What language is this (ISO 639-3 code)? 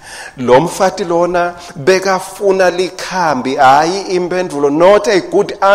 ssw